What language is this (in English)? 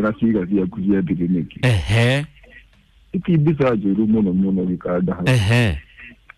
Kikuyu